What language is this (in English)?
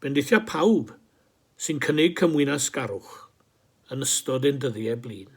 Welsh